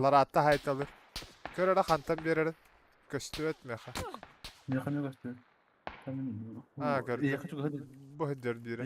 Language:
Yakut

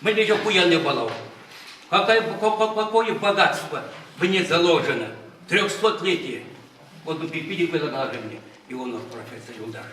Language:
Chuvash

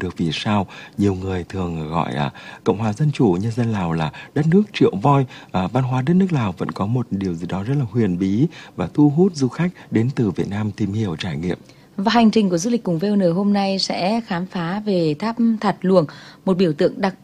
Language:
Vietnamese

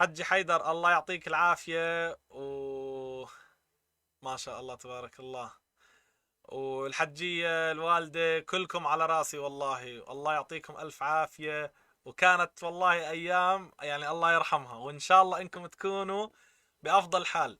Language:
North Levantine Arabic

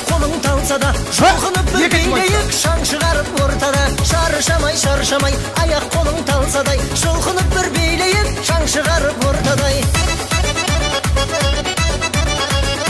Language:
Kazakh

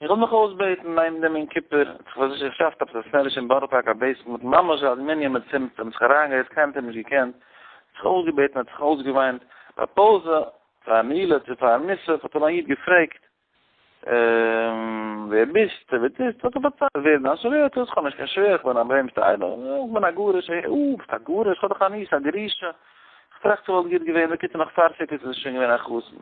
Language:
Yiddish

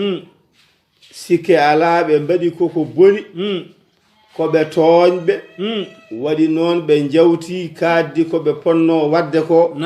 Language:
Fula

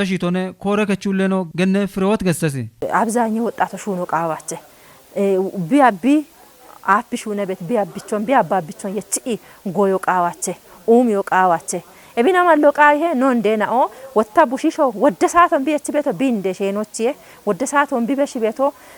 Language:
Kafa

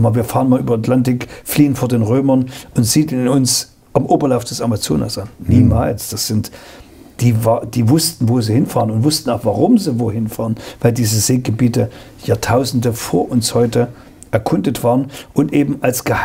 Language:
German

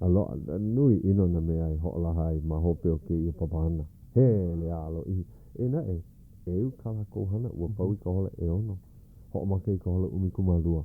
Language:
Hawaiian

